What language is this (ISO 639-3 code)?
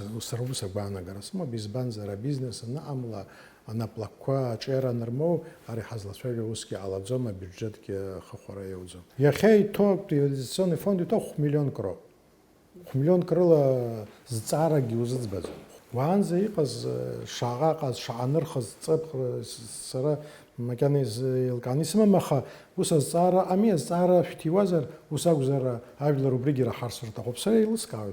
abk